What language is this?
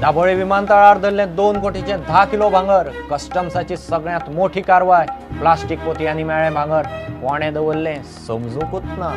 Konkani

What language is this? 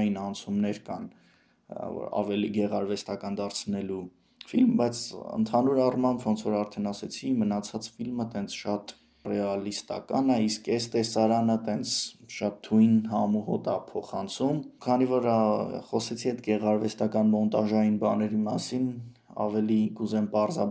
Armenian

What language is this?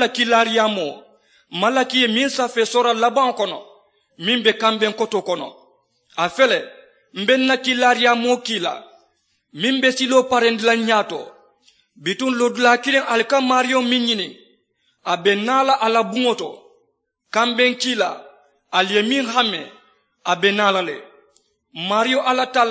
Mandingo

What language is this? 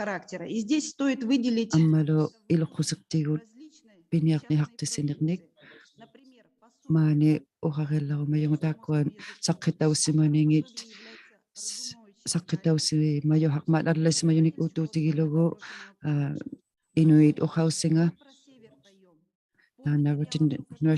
Inuktitut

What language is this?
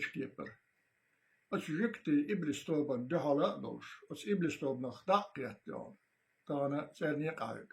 Chechen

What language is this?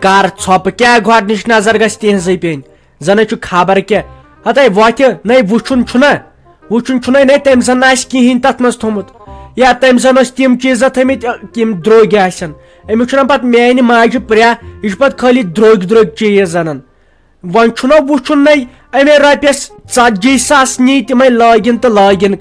Kashmiri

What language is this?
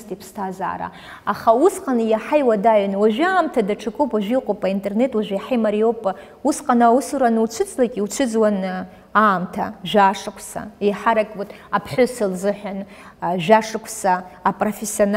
Abkhazian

